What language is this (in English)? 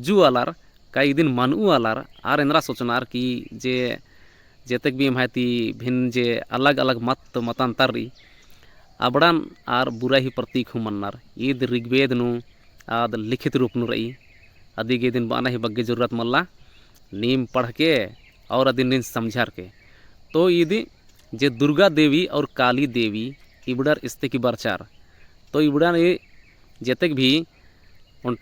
Kurukh